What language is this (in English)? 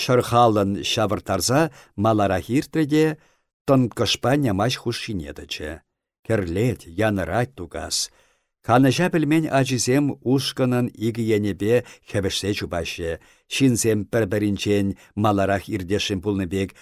Chuvash